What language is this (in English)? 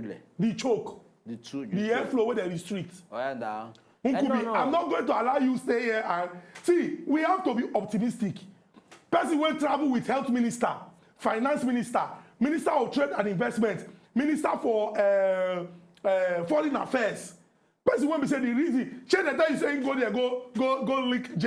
Nigerian Pidgin